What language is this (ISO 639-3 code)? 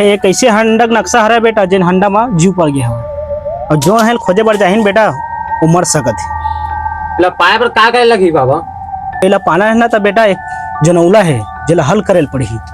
hne